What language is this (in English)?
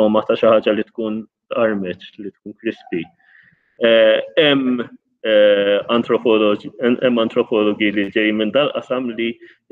Maltese